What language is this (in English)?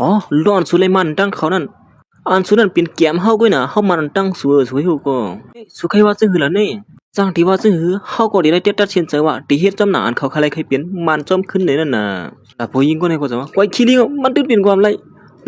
Shan